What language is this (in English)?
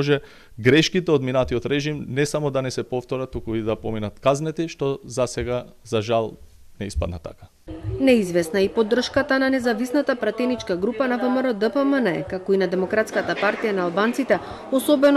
Macedonian